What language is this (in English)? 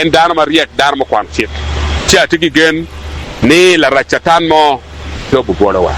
Acoli